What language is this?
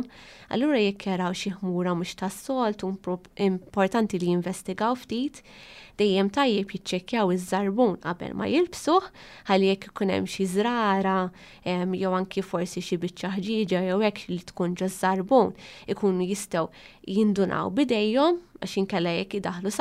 Maltese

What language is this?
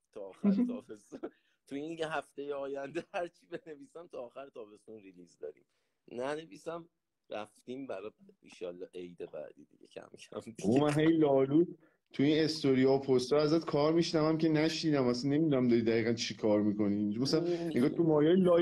Persian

